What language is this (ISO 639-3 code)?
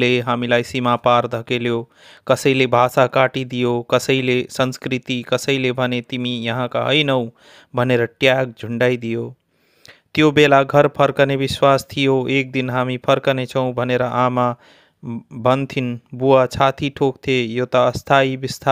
nep